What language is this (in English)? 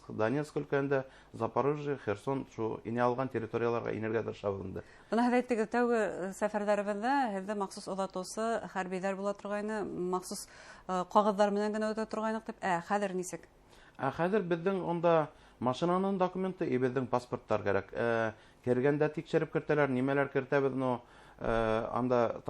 Bashkir